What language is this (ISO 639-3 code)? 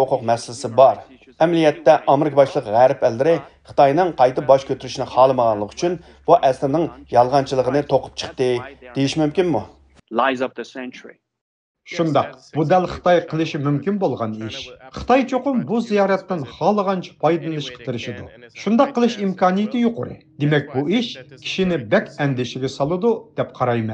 uig